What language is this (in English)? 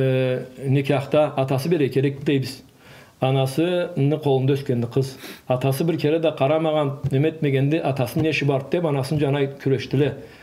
Karachay-Balkar